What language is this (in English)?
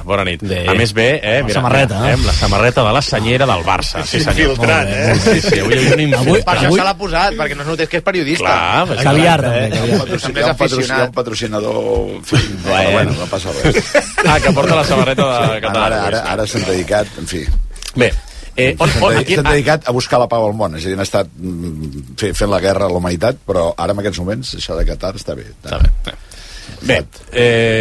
Catalan